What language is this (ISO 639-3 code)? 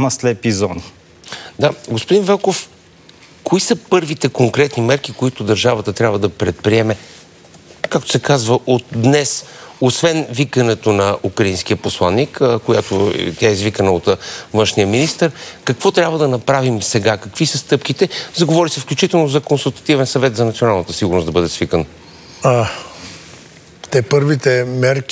bul